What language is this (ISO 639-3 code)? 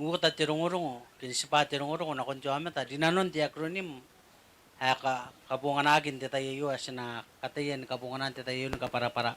gil